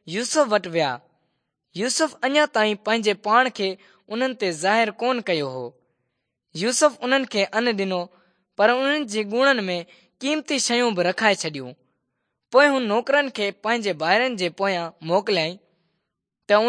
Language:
Sindhi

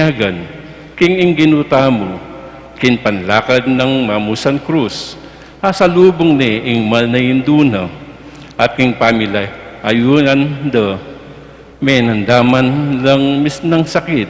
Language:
Pampanga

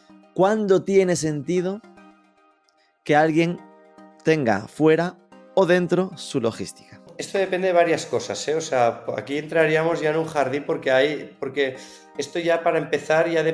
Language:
Spanish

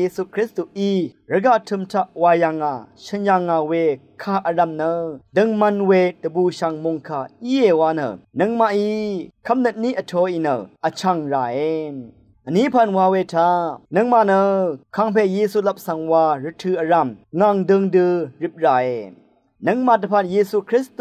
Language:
Rawang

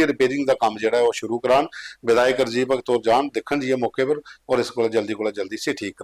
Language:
Dogri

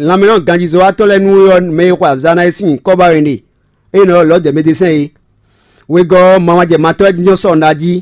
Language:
Fon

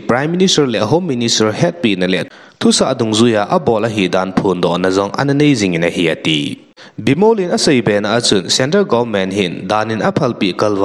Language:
Thado Chin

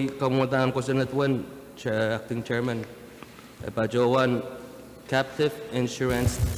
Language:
Pohnpeian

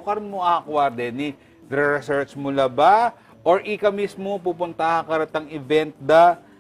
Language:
Pampanga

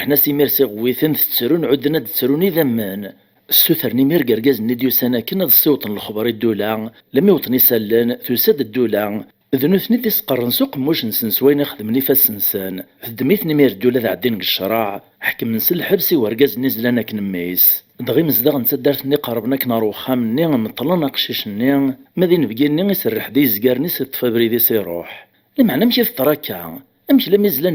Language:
Kabyle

